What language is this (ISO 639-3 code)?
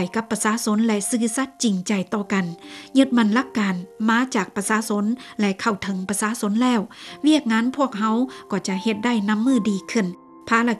lao